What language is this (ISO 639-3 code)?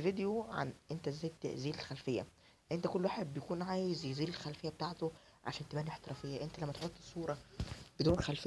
arz